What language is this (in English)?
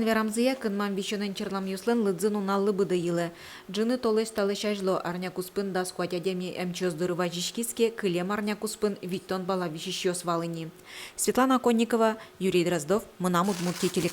Udmurt